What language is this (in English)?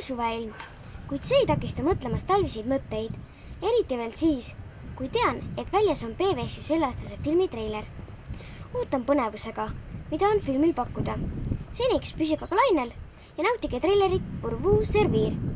Estonian